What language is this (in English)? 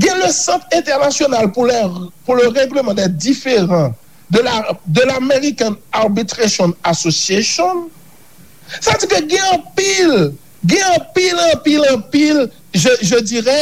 Haitian Creole